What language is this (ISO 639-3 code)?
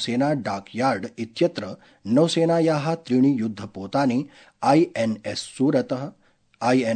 san